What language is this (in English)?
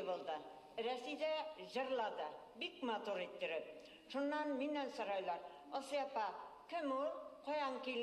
Bashkir